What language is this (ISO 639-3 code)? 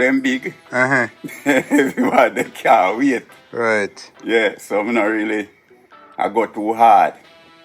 jam